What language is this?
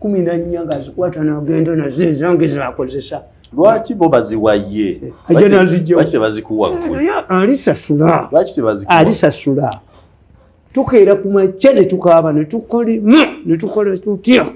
Ganda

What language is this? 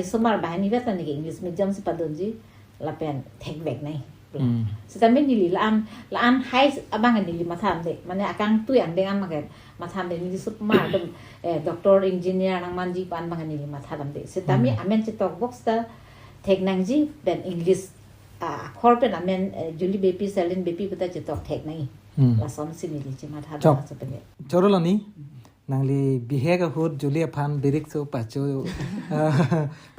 Karbi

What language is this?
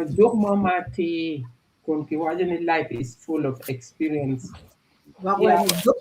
Acoli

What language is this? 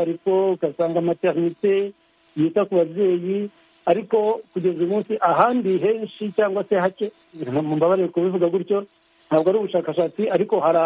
Kinyarwanda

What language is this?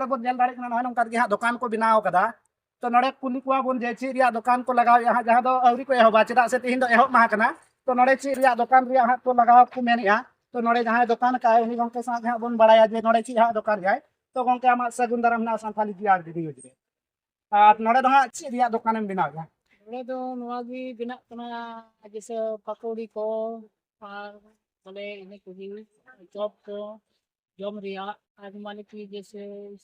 Santali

